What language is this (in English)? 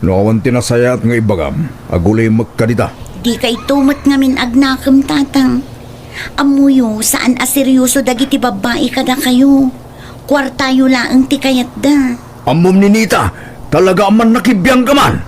Iloko